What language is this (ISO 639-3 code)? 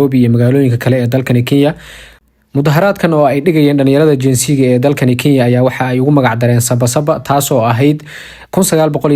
som